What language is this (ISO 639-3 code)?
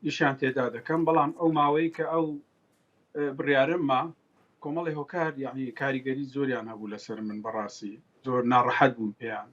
ckb